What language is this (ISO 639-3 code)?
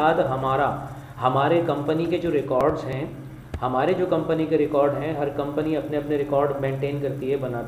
hin